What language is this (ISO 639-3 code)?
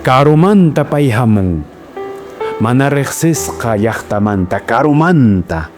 que